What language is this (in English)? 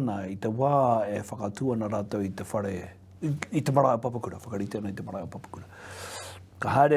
Māori